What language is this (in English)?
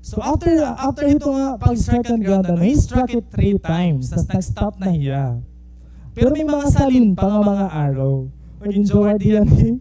Waray